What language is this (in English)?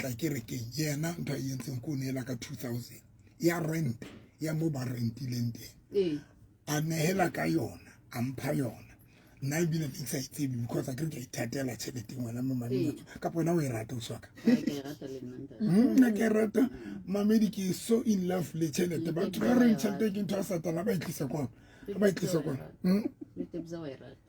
Southern Sotho